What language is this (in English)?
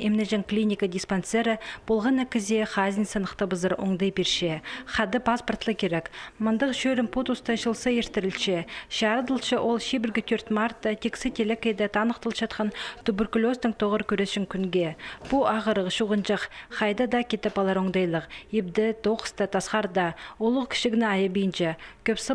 Khakas